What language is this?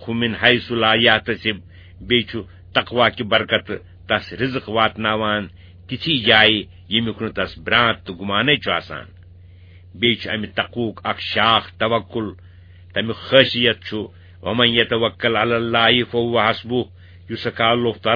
Kashmiri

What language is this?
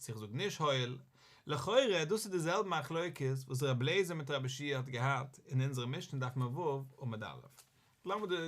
Yiddish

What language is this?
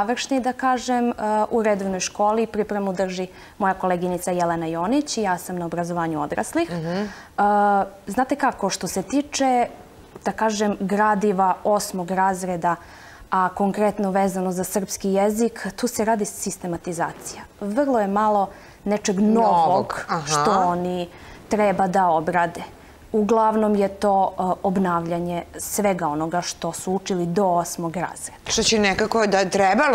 Serbian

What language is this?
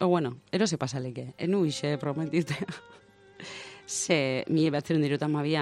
Basque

